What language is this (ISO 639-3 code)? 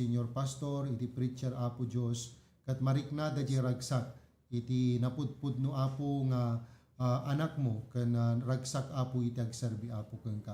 ilo